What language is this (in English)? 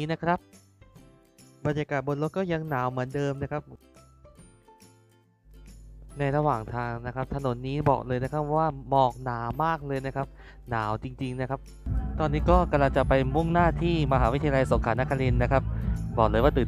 Thai